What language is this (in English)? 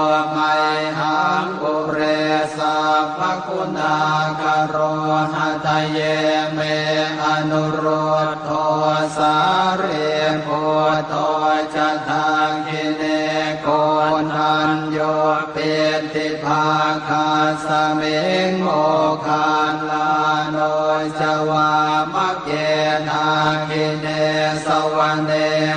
Pali